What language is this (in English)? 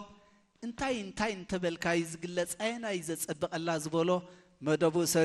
Tigrinya